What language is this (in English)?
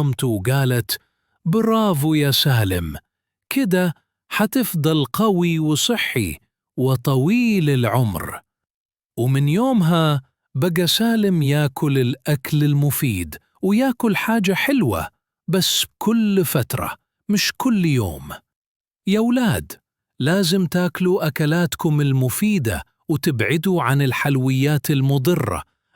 Egyptian Arabic